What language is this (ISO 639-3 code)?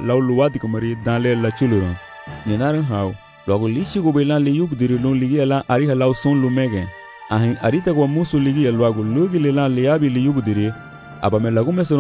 cab